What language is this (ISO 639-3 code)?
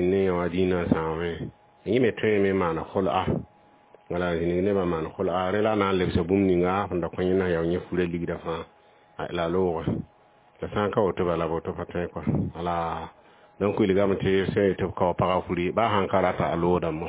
mos